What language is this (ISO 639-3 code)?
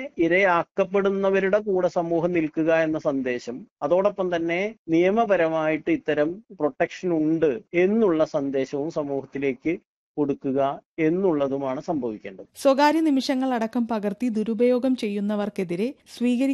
mal